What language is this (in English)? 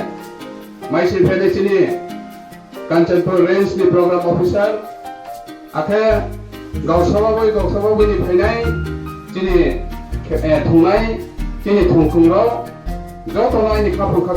Riang (India)